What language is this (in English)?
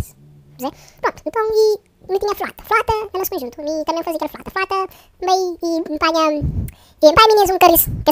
Kabuverdianu